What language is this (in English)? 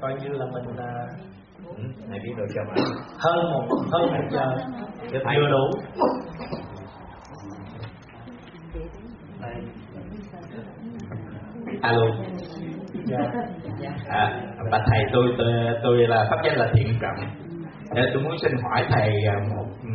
Vietnamese